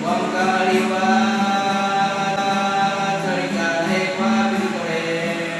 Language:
Baniwa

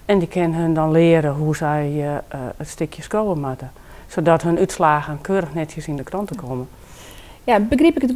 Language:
Western Frisian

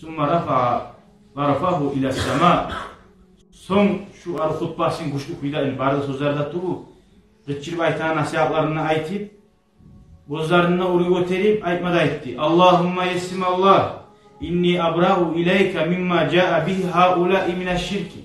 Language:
Kumyk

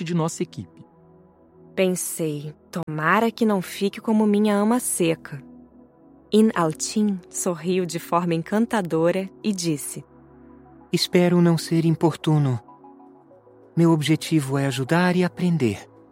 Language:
Portuguese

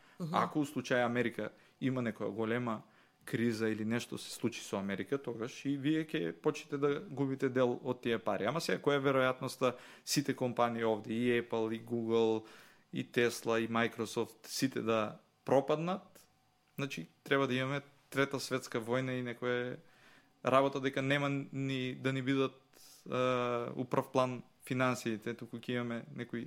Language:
Macedonian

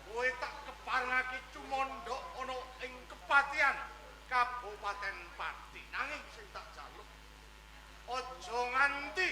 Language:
Javanese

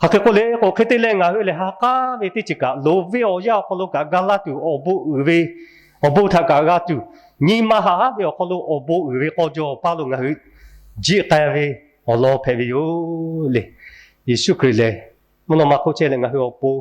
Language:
Lahu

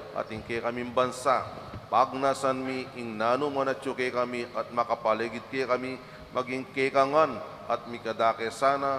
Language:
Pampanga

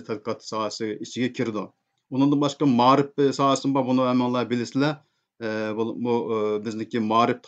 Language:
Uyghur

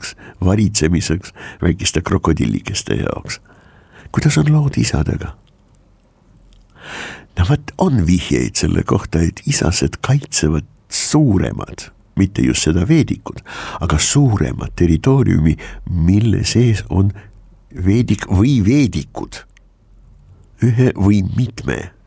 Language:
Estonian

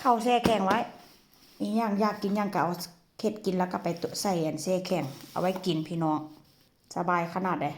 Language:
Northeastern Thai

